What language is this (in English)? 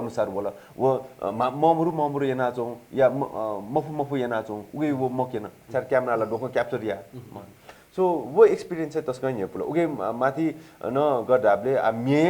Newari